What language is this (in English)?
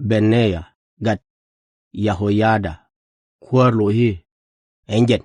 Nuer